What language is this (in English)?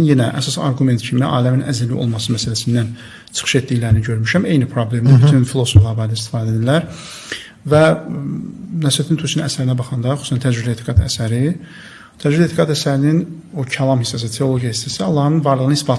Azerbaijani